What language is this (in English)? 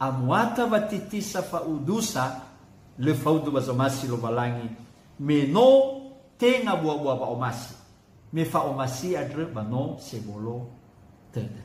Nias